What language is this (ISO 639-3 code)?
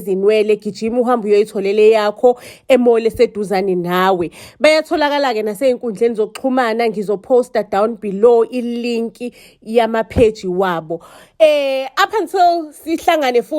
zul